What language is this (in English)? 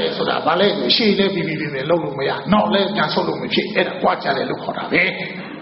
Burmese